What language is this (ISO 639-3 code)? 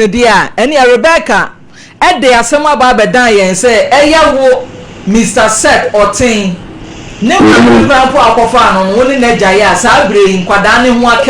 aka